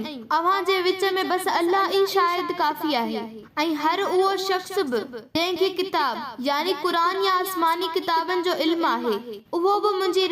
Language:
Sindhi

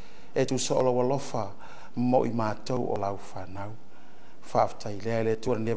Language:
Samoan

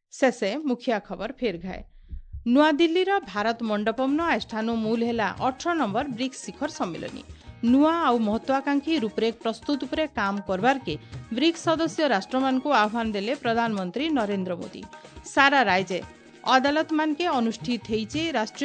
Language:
Odia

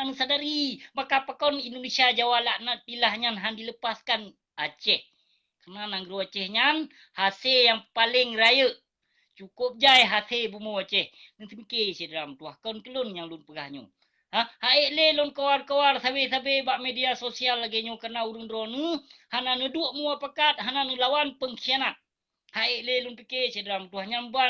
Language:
Achinese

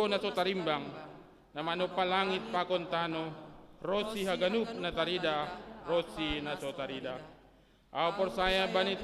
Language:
Batak Simalungun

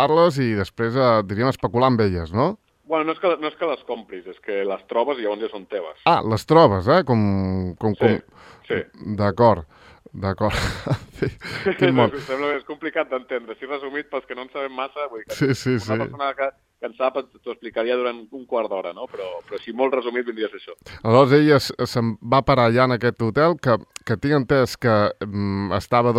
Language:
Catalan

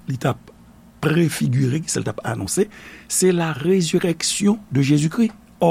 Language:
Haitian Creole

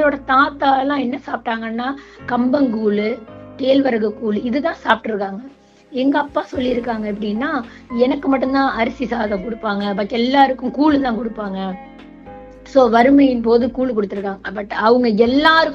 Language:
Tamil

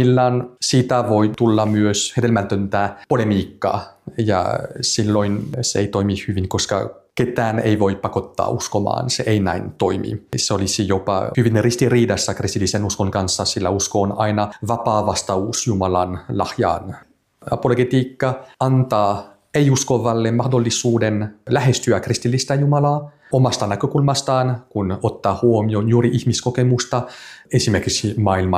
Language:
Finnish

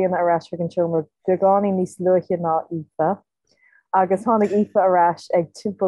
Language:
Irish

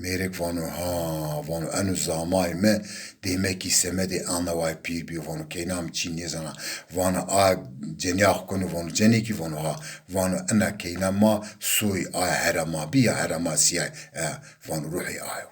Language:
Zaza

